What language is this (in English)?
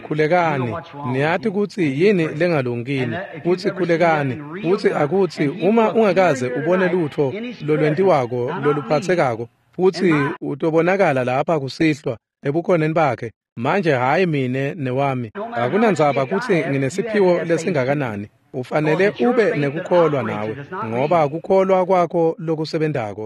Swati